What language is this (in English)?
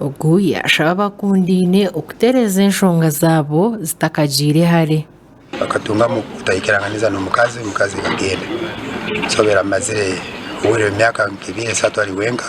Nyankole